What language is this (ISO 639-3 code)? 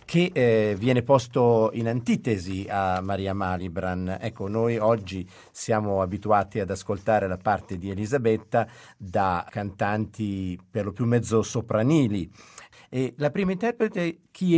ita